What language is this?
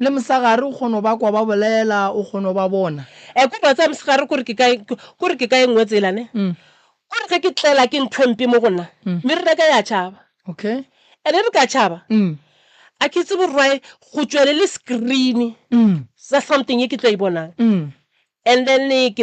Northern Sotho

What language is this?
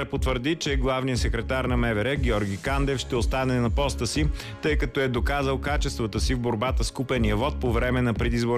Bulgarian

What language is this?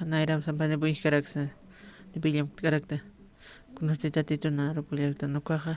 Aymara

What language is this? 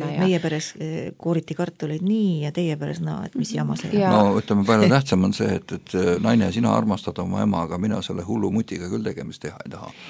Estonian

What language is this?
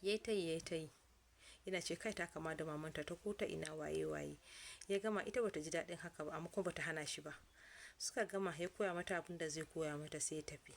Hausa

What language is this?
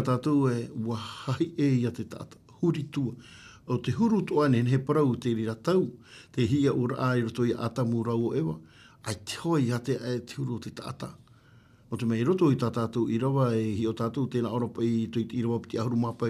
Tahitian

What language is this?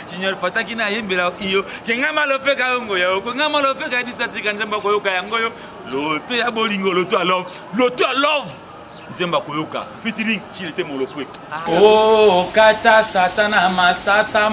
Lingala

